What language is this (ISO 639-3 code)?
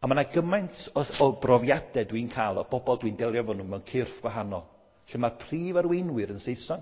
cym